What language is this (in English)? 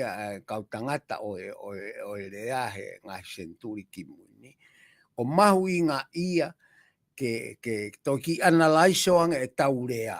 Tongan